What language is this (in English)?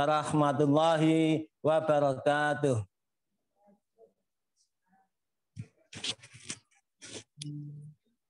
Indonesian